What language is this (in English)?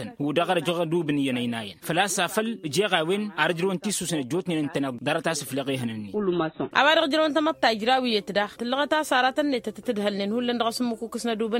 Tamasheq